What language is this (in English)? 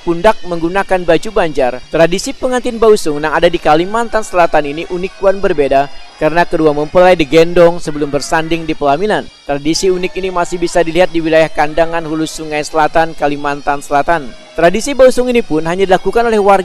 Banjar